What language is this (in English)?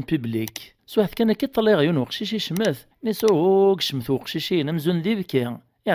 Kabyle